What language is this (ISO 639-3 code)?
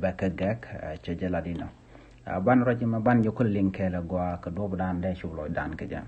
nus